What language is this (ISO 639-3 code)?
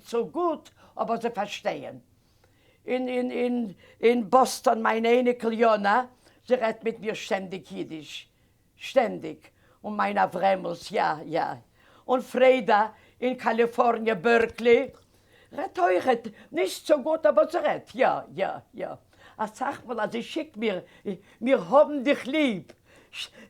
yid